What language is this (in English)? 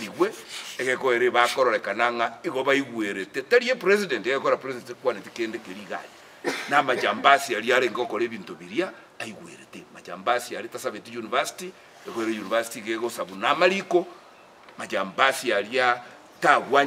Gusii